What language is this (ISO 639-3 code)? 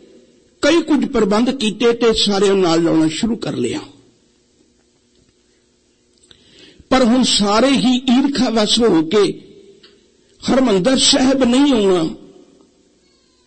pan